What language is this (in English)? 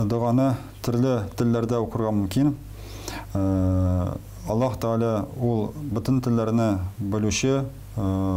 Tatar